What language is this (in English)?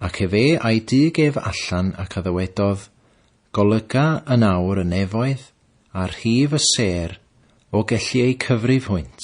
Welsh